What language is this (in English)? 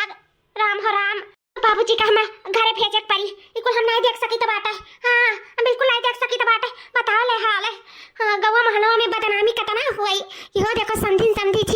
Awadhi